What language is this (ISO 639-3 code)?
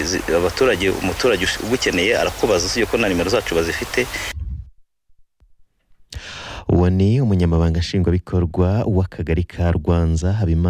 kin